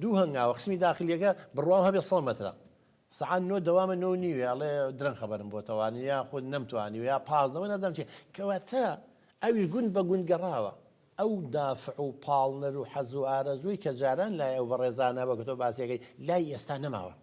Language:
Central Kurdish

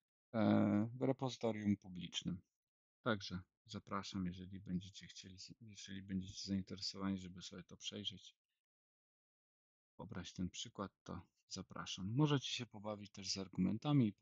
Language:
Polish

